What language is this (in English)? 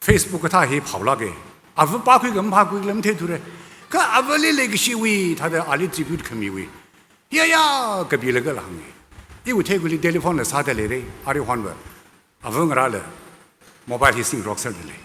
Tangkhul Naga (India)